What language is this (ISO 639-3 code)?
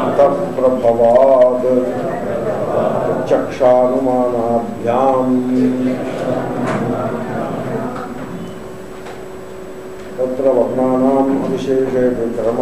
tel